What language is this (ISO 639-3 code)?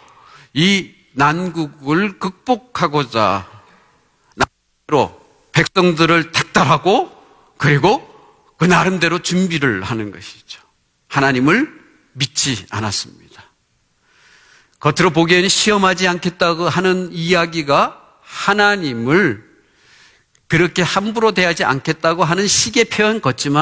kor